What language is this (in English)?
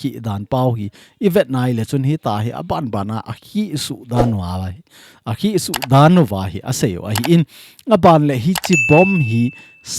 Thado Chin